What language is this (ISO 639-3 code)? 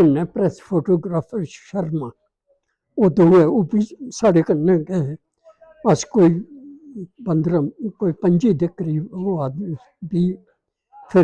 doi